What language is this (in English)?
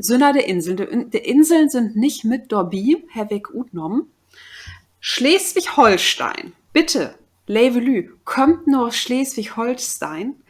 Low German